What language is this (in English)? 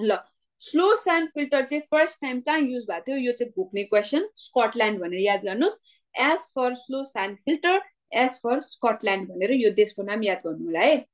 Nepali